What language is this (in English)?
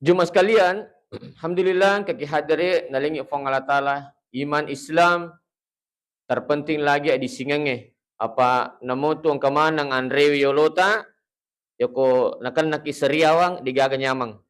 Buginese